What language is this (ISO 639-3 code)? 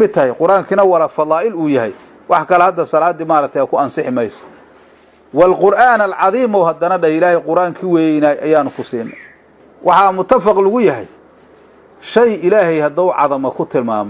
som